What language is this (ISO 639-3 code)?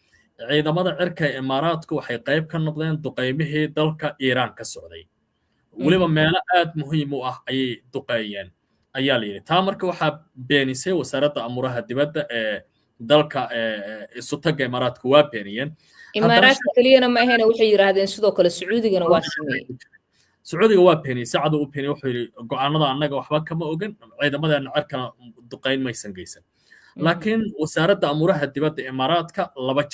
som